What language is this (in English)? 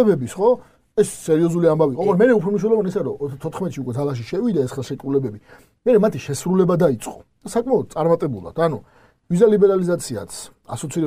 Georgian